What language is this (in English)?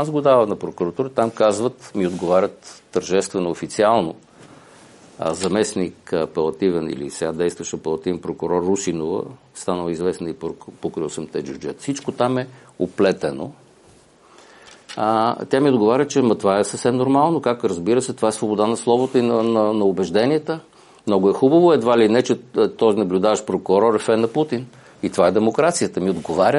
Bulgarian